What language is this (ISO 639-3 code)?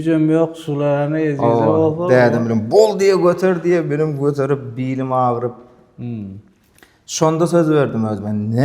tuk